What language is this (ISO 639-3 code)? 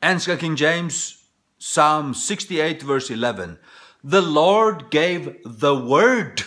fao